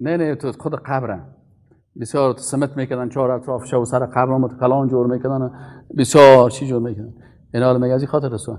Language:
Persian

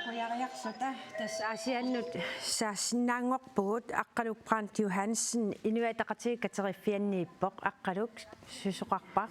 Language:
Kalaallisut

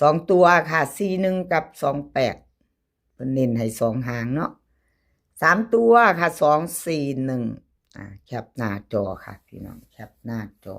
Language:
Northeastern Thai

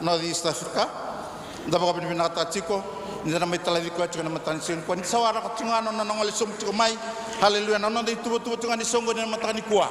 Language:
Fijian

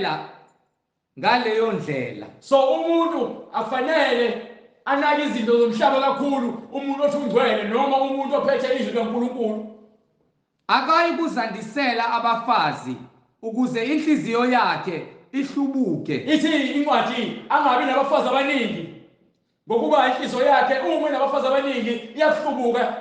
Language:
Zulu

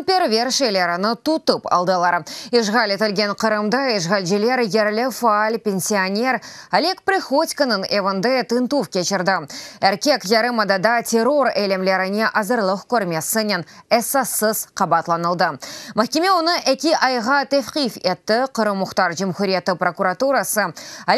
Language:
Crimean Tatar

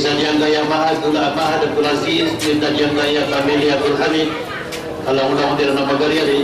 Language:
Maranao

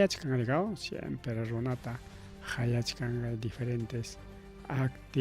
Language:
Ayacucho Quechua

